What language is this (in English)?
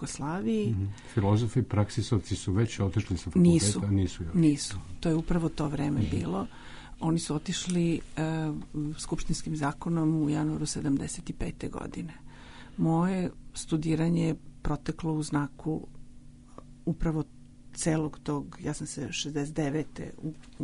Serbian